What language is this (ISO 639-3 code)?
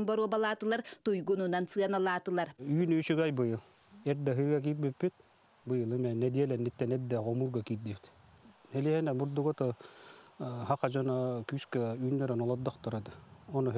sah